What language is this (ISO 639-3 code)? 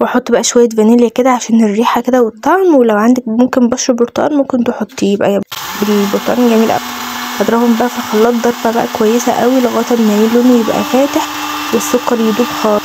arz